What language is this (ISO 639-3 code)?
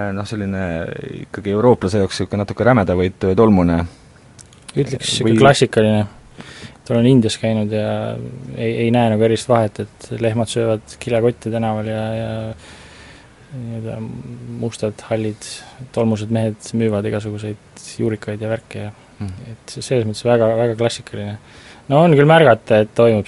est